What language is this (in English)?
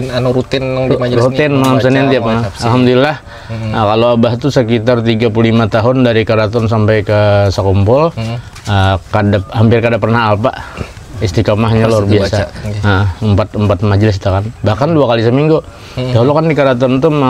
Banjar